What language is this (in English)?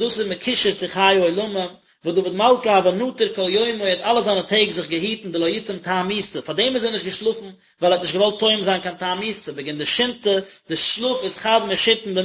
Yiddish